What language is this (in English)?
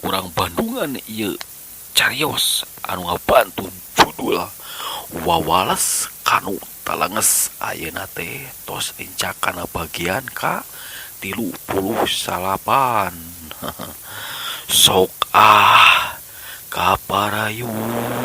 Sundanese